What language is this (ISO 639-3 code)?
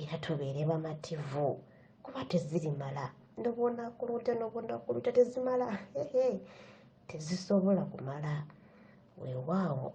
lug